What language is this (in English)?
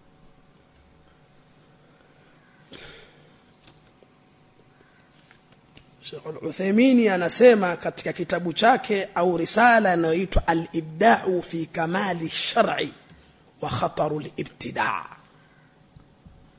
Swahili